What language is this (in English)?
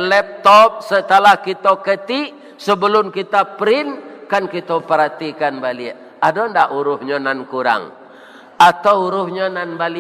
Minangkabau